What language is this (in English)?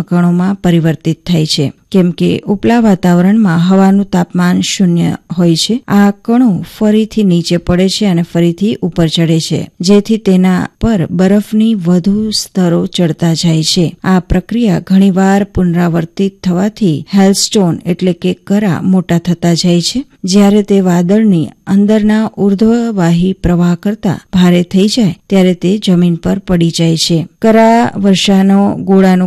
Gujarati